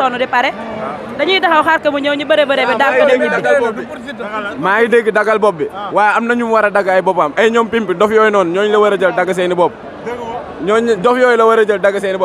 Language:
Wolof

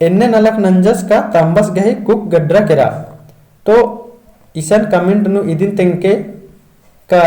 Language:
Kurukh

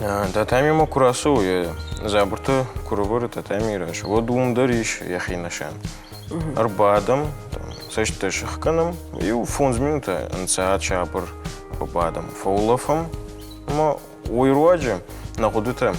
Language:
Ossetic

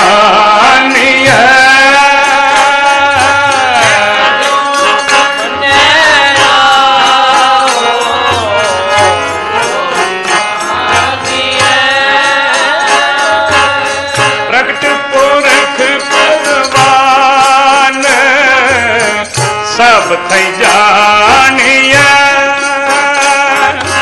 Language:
Punjabi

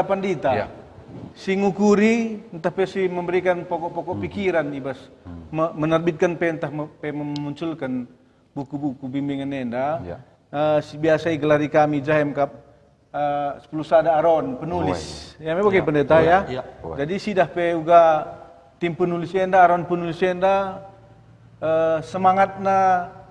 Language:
Batak Karo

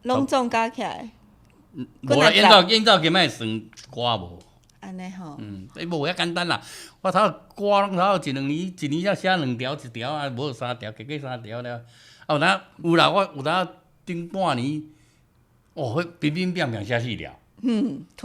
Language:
Min Nan Chinese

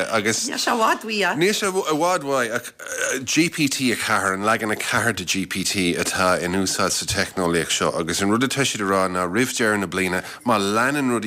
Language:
Irish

